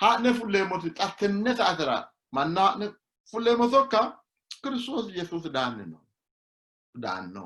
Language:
Sidamo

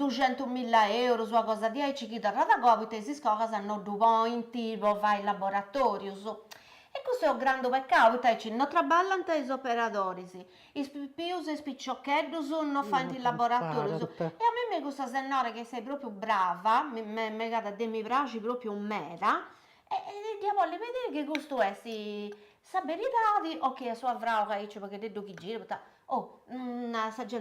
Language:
Sardinian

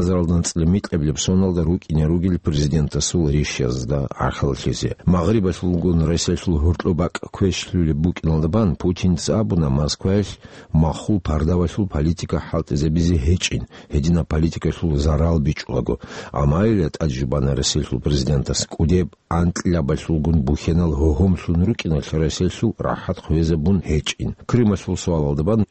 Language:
Avaric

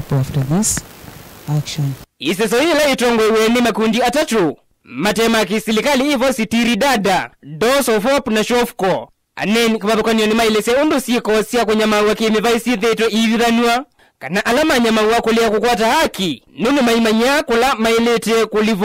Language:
Kamba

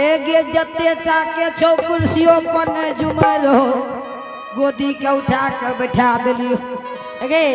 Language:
Angika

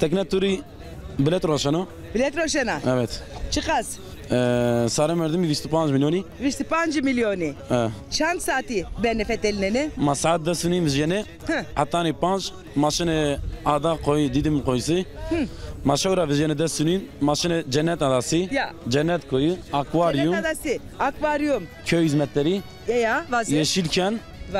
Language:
Zaza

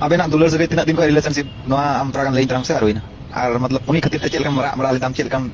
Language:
Santali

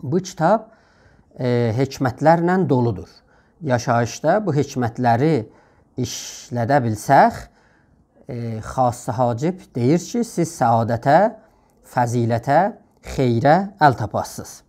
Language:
South Azerbaijani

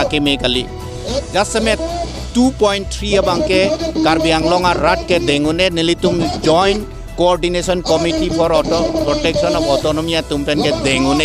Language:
Karbi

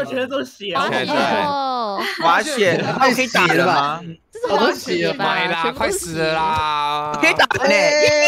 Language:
Chinese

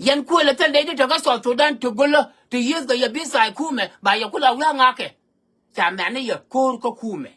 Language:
Nuer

